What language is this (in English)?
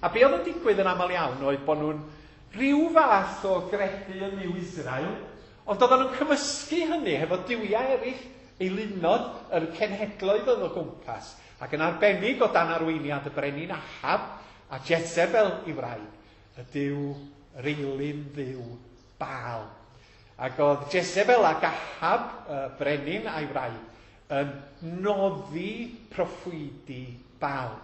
Welsh